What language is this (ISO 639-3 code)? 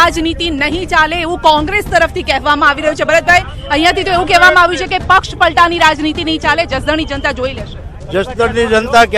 guj